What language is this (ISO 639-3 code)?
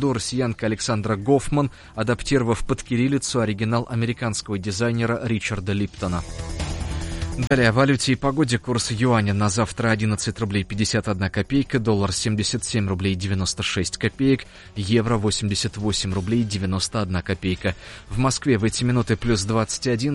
rus